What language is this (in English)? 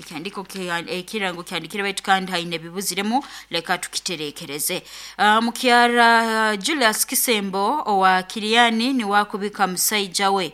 Nyoro